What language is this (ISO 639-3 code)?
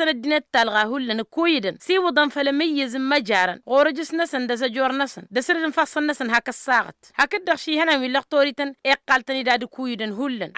taq